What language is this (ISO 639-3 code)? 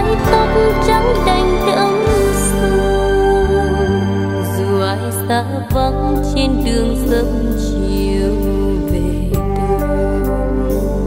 vie